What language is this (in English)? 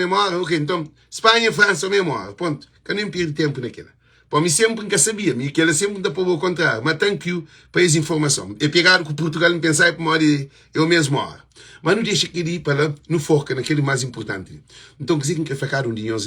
Kabuverdianu